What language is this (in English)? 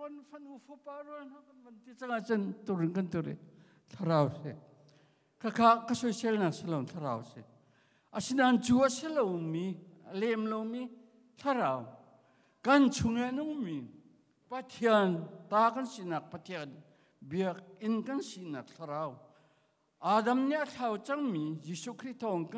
Hakha Chin